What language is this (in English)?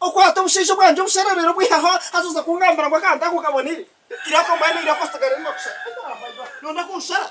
Nyankole